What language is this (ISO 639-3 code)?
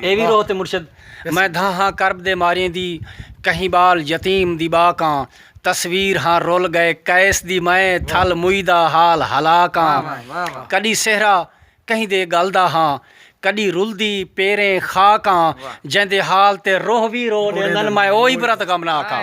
skr